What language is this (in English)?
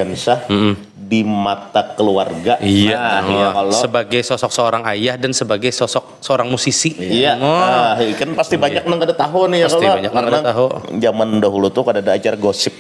Banjar